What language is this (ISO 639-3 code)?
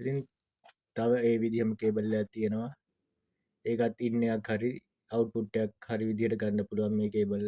sin